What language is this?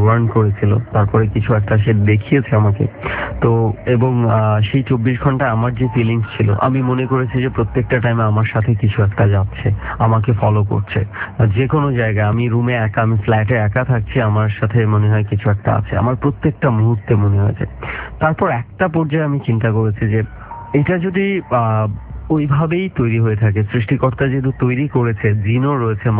Bangla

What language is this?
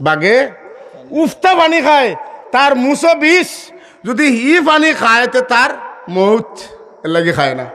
Sylheti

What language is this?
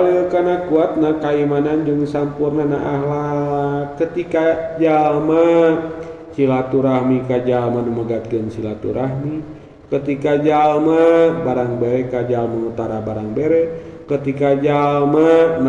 Sundanese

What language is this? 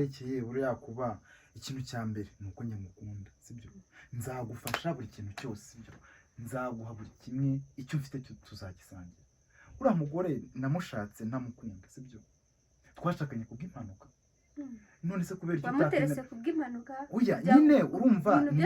Kinyarwanda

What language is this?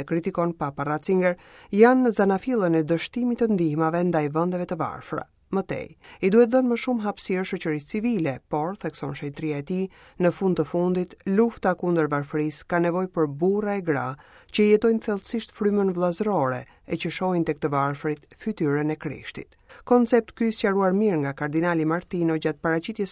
Albanian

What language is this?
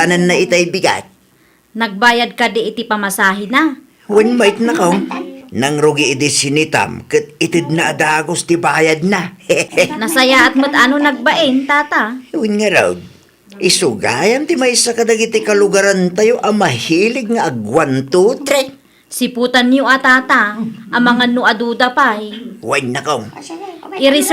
Iloko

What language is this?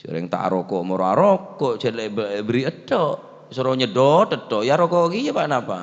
Madurese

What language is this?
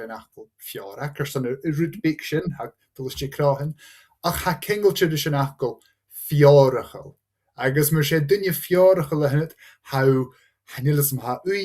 Scottish Gaelic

